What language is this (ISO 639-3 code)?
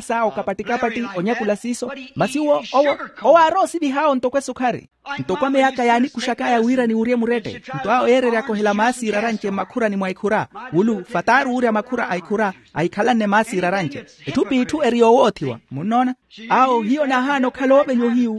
vmw